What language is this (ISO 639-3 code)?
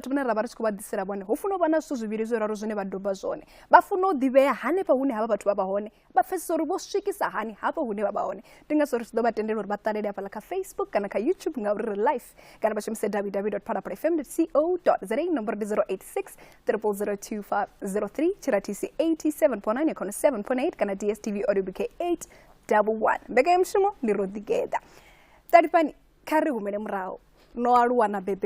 ven